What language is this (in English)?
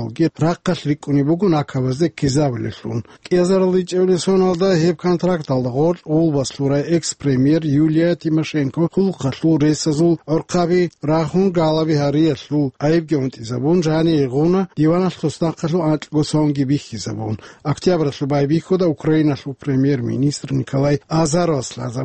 Avaric